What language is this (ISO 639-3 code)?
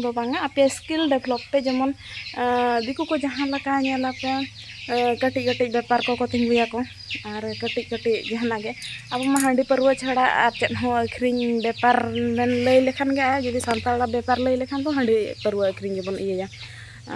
sat